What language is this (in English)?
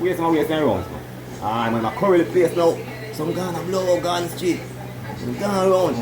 Jamaican Creole English